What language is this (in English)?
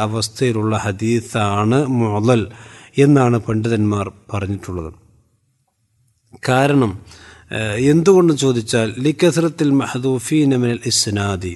Malayalam